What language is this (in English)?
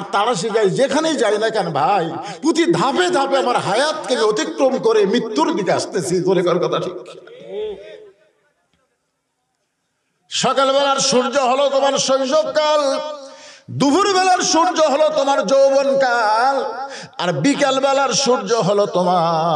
Bangla